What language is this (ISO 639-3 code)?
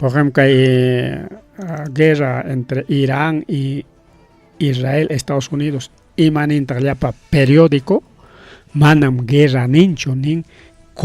quy